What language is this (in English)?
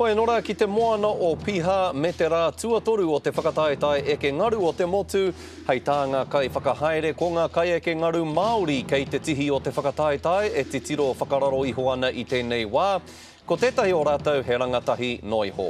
Māori